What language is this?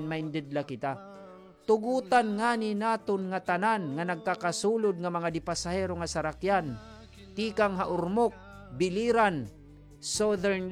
Waray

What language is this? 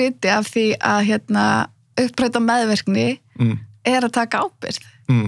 Icelandic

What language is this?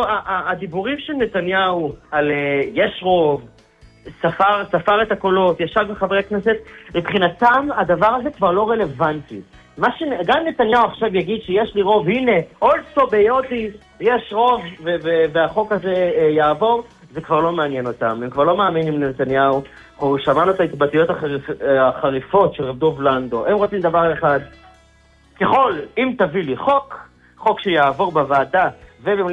Hebrew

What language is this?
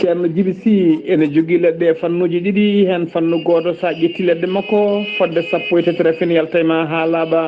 Fula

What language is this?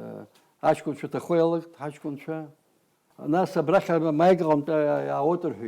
Abkhazian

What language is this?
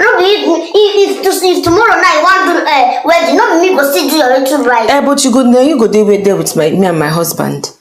Nigerian Pidgin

